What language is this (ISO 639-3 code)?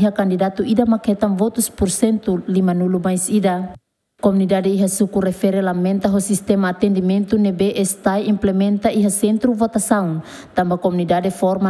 tet